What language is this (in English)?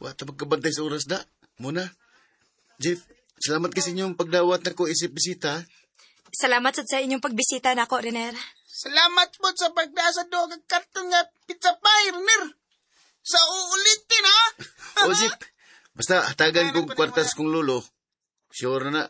Cebuano